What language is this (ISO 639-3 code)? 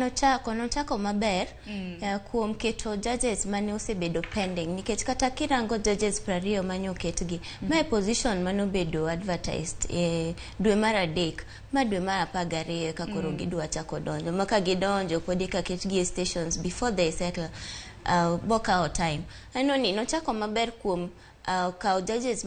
luo